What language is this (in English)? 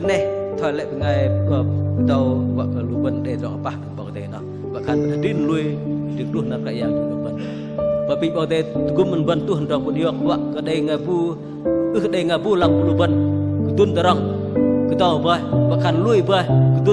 Bahnar